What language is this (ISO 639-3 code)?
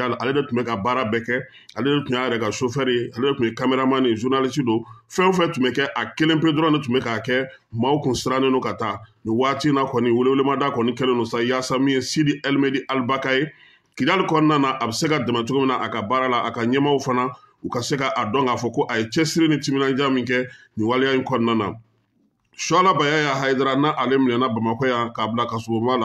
bam